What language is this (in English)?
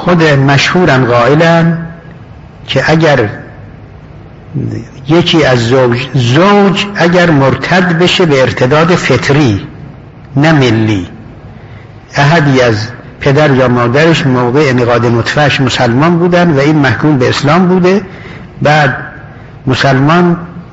Persian